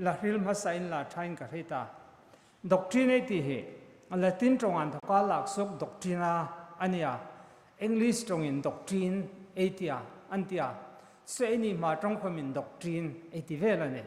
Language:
Hmar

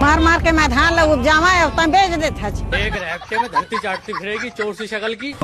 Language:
Chhattisgarhi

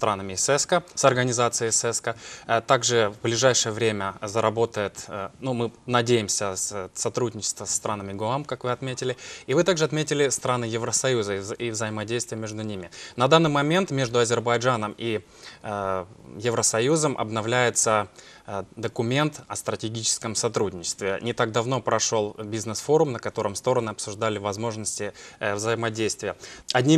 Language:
Russian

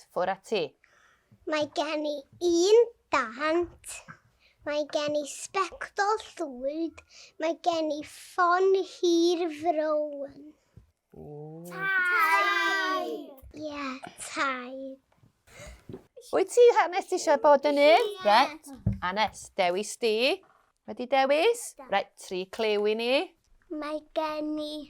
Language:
Welsh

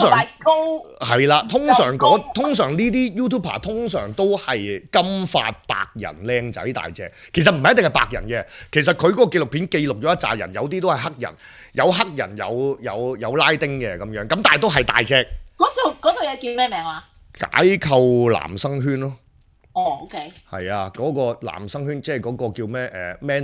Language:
Cantonese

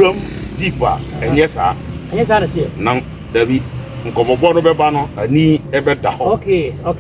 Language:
Akan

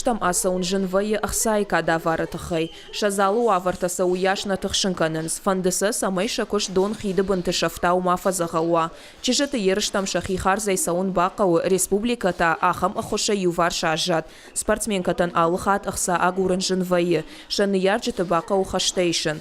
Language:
Ossetic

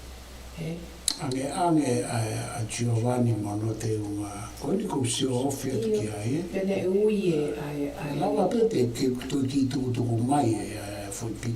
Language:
Tongan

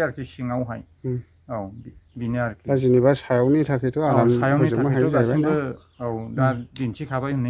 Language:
Bodo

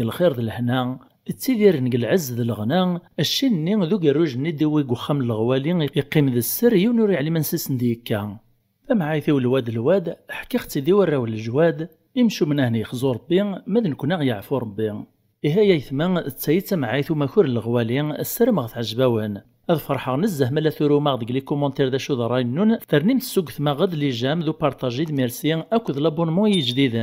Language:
Kabyle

